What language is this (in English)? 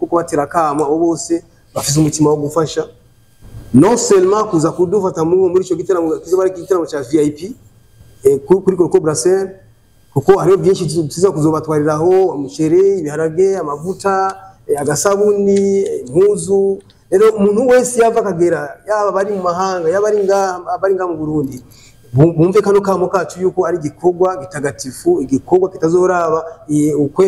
Rundi